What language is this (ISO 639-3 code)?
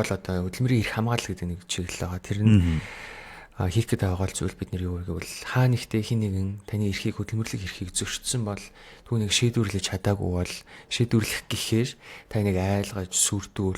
mon